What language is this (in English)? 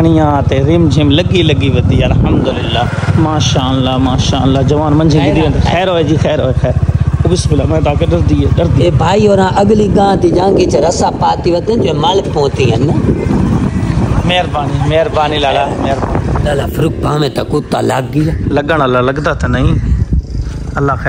Saraiki